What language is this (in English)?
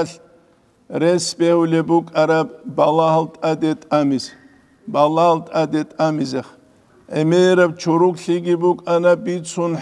Avaric